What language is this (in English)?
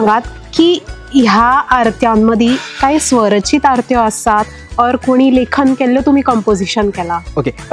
Konkani